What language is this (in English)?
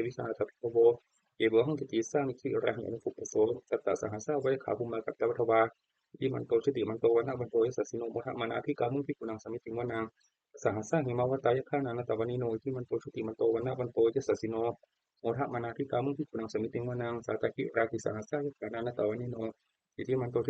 Pali